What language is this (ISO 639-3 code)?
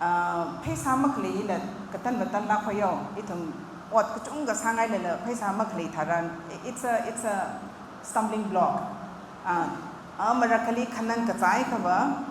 nmf